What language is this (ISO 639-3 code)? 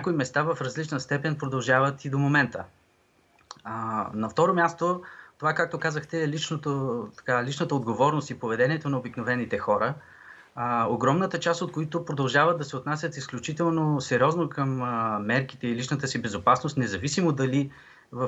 bul